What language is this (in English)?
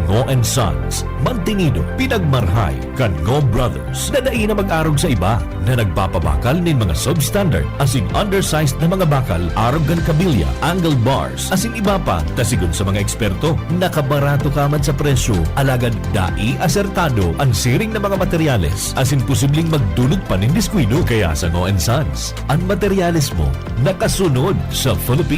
Bikol